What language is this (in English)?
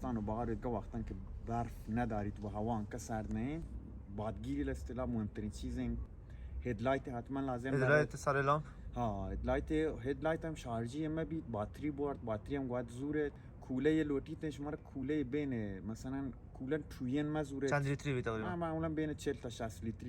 Baluchi